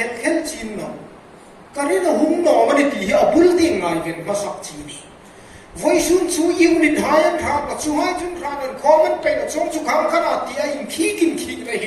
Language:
Hmar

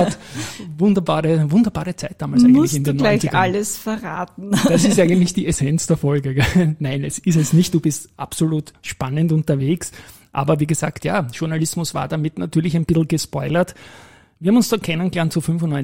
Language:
German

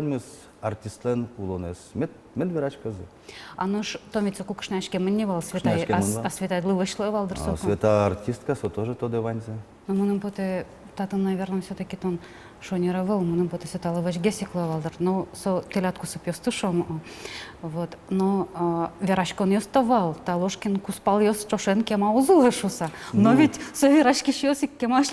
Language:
Udmurt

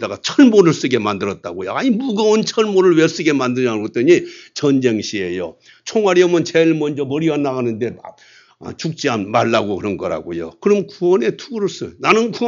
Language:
Korean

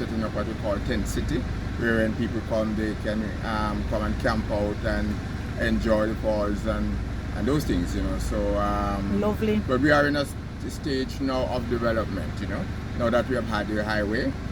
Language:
Jamaican Creole English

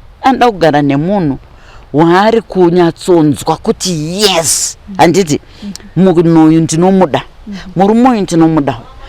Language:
Shona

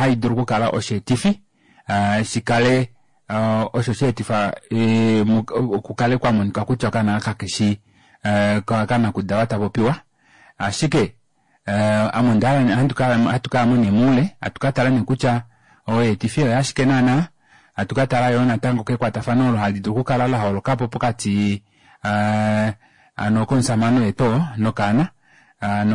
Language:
Kuanyama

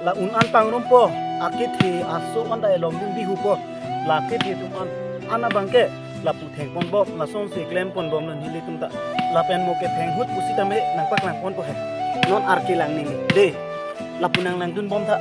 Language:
Karbi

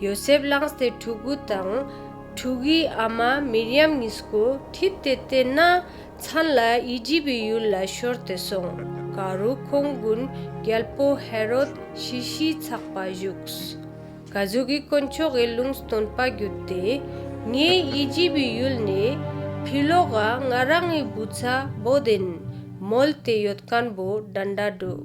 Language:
Ladakhi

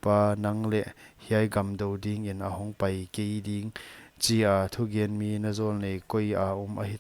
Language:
Paite Chin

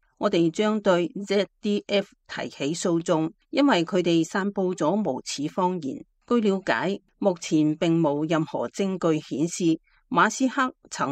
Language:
Cantonese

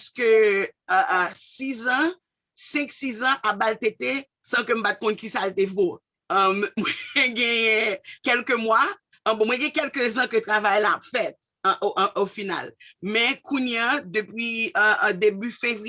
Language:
Haitian Creole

